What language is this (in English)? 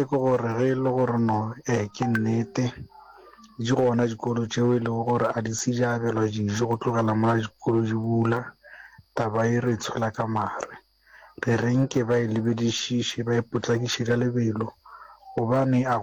Northern Sotho